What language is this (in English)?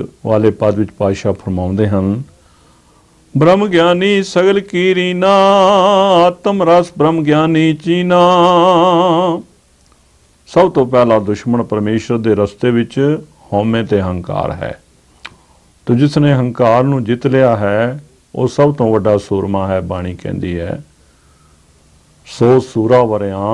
Punjabi